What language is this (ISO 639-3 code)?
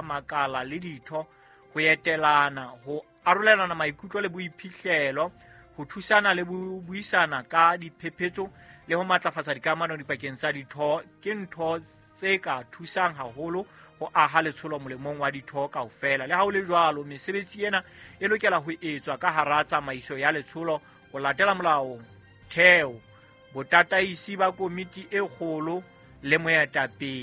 sot